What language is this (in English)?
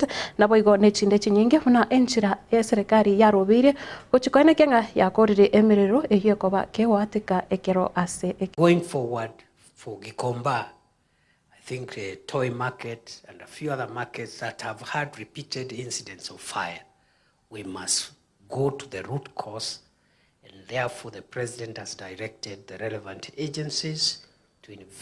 Gusii